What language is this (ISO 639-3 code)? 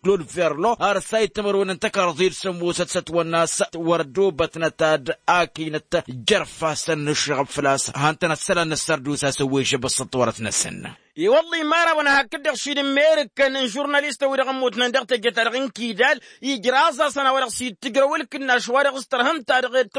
taq